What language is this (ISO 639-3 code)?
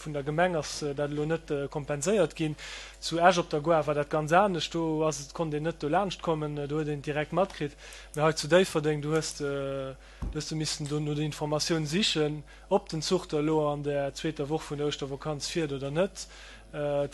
ltz